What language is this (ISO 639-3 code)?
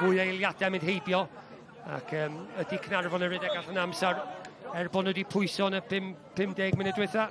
cym